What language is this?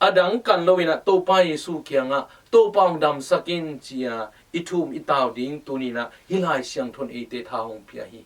Tedim Chin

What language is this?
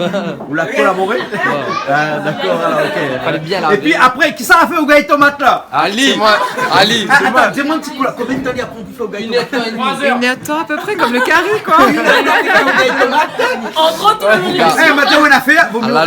Réunion Creole French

